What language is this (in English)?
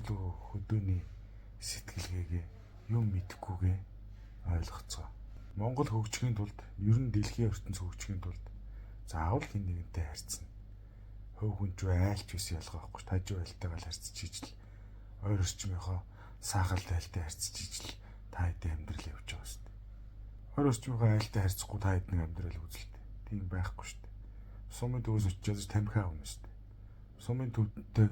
Mongolian